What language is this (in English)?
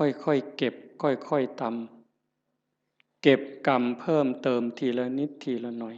Northeastern Thai